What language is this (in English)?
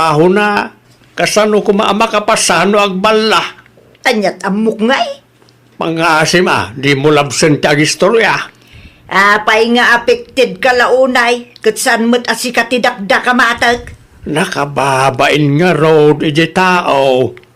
Iloko